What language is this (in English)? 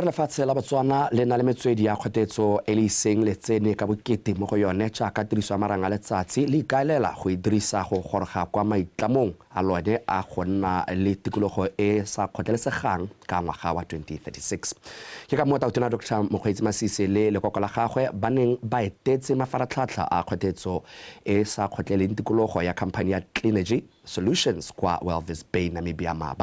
Tswana